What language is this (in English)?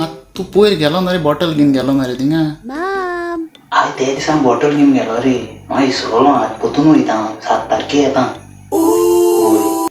Konkani